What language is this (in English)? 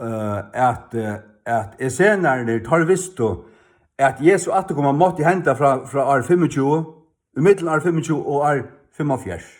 Faroese